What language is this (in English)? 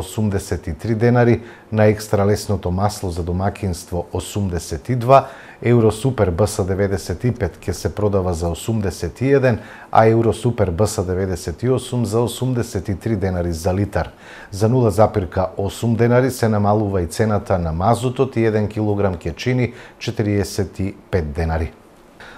Macedonian